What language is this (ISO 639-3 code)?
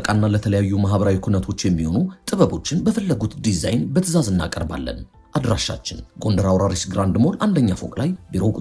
amh